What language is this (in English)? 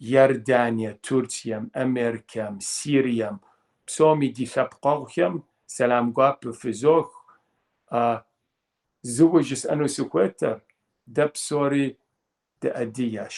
Kabardian